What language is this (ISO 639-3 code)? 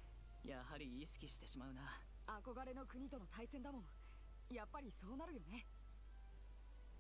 jpn